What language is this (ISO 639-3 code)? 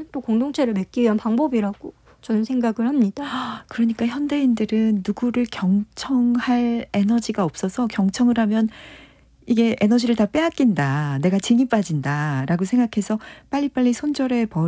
kor